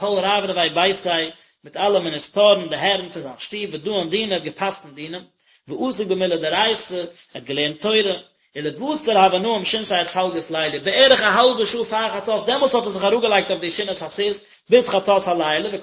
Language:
Yiddish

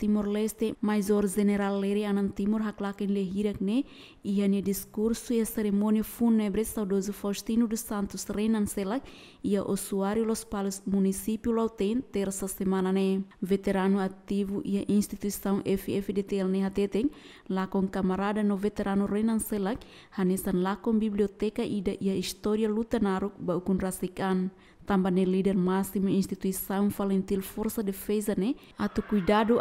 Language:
Tetum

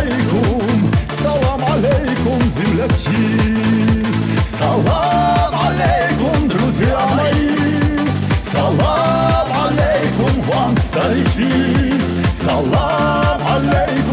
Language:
Ingush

